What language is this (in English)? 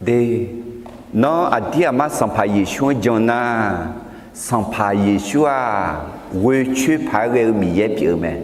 Akha